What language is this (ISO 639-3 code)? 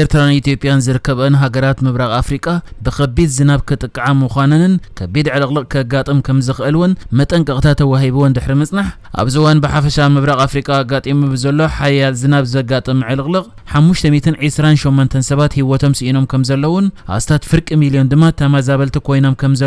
tir